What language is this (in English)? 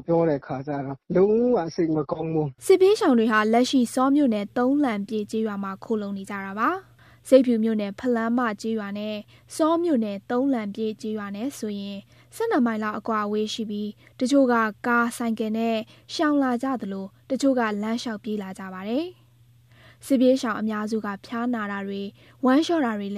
Burmese